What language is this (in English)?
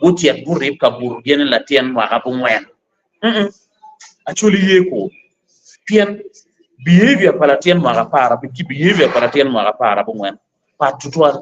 Acoli